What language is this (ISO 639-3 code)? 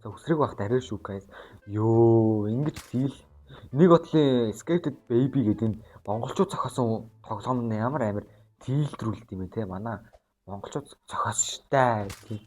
mon